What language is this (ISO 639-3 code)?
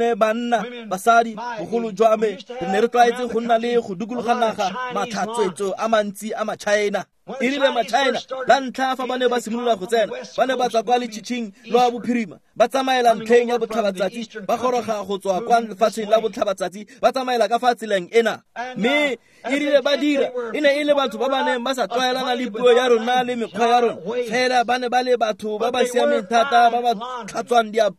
tsn